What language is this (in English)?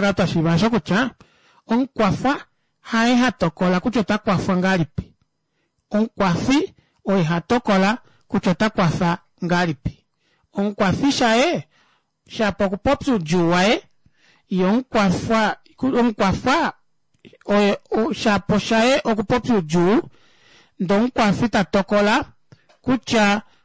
Kuanyama